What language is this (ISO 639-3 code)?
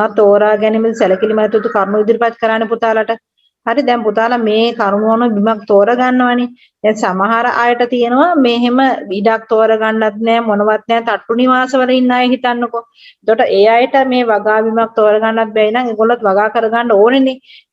sin